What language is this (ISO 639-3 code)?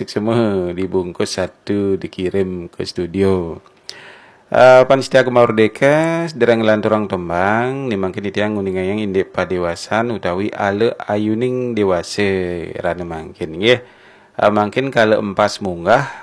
ban